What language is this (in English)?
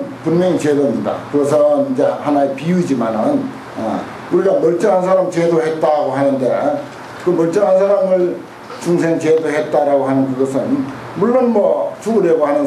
Korean